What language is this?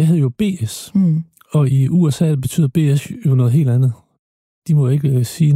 Danish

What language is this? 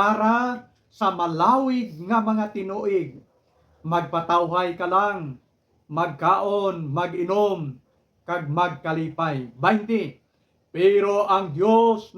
Hiligaynon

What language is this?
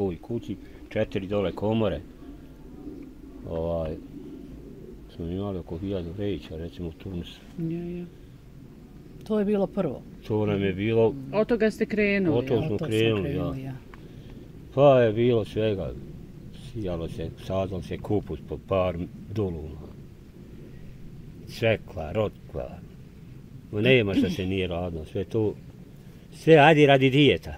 Bosnian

